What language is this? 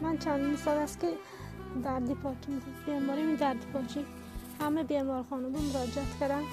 Tajik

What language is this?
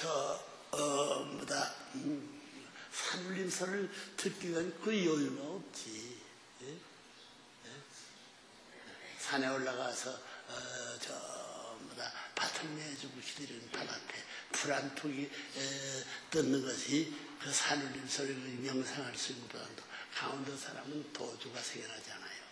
Korean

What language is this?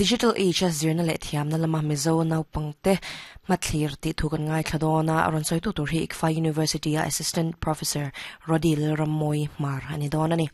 Mizo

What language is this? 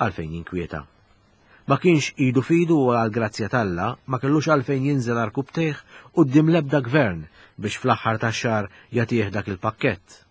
Maltese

